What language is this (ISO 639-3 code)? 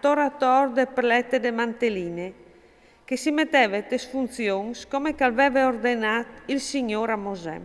fur